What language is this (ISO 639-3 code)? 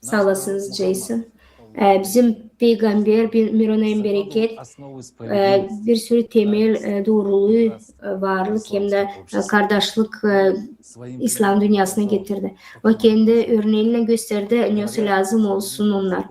gag